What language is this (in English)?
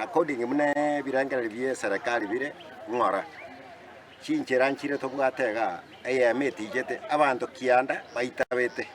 Gusii